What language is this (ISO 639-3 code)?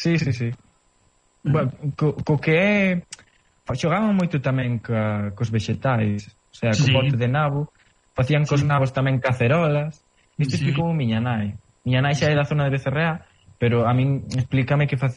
glg